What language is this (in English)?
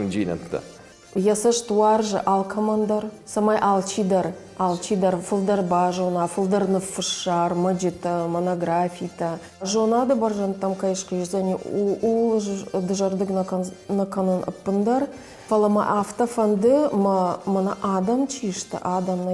Ossetic